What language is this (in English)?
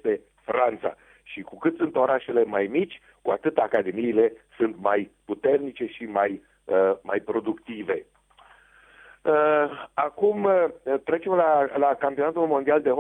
Romanian